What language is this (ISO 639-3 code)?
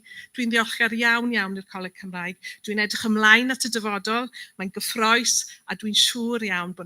cym